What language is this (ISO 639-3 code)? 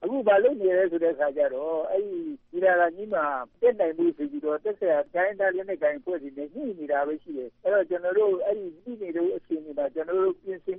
mya